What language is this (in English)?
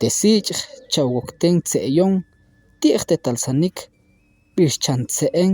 Tektiteko